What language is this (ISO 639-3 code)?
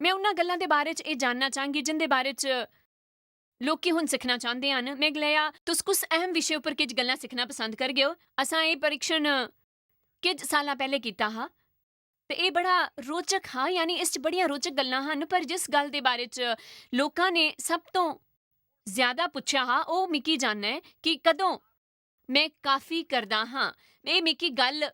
doi